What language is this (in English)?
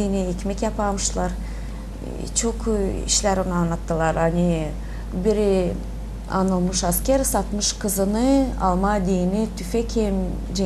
Gagauz